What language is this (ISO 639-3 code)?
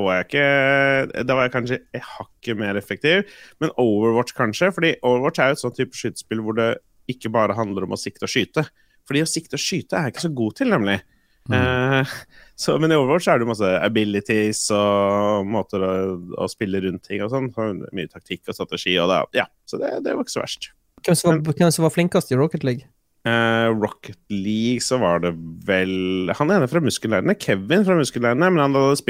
nor